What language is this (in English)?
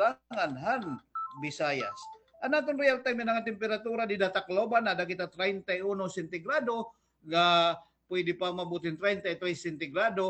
Waray